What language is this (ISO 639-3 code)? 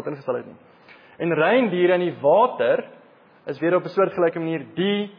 afr